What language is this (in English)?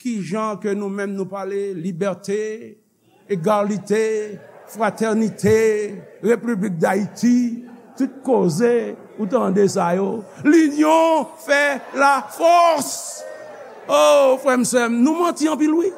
Haitian Creole